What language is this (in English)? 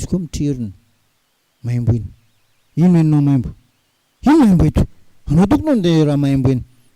Malagasy